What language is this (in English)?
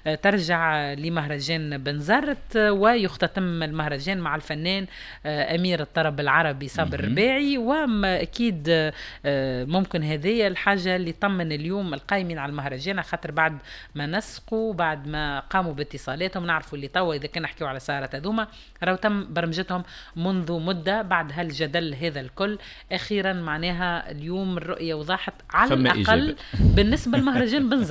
Tunisian Arabic